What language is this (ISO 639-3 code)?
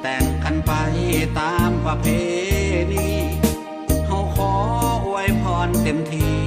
lao